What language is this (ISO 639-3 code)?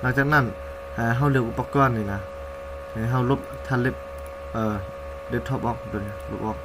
lao